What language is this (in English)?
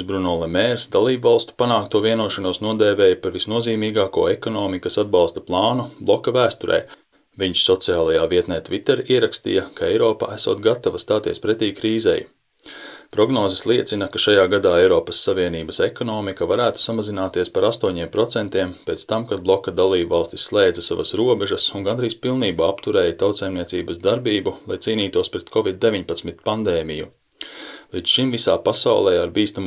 Latvian